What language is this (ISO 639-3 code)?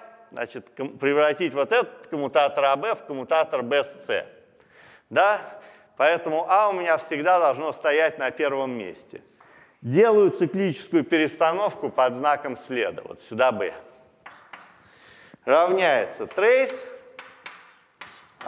rus